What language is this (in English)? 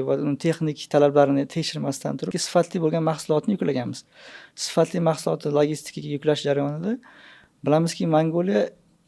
Uzbek